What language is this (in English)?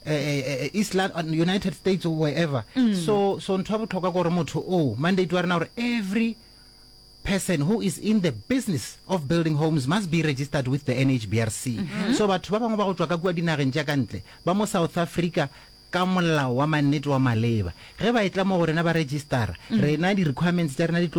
Northern Sotho